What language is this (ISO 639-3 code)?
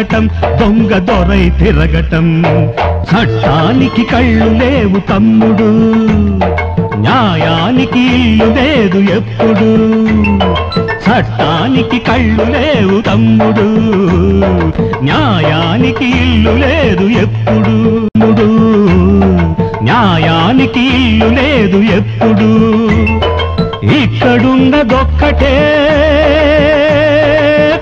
tel